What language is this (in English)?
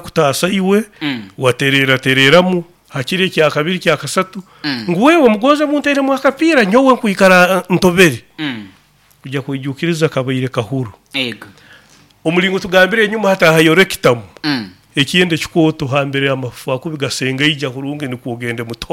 Nyoro